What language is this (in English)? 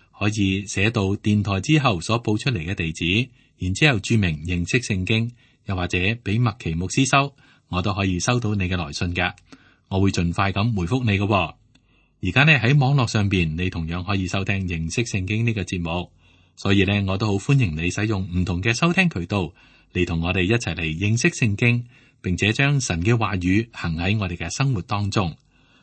Cantonese